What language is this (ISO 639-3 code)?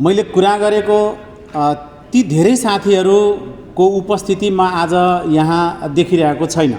nep